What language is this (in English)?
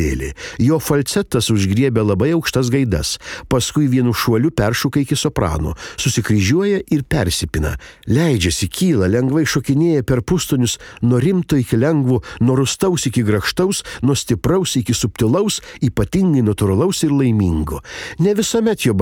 Lithuanian